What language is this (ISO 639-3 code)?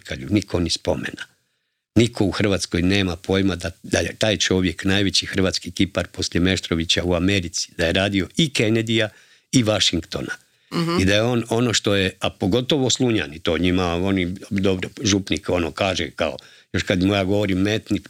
hrv